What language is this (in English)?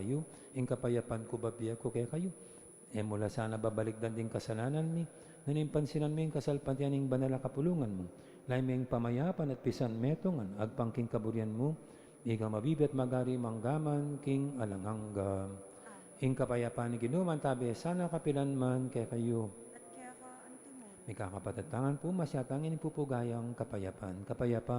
Pampanga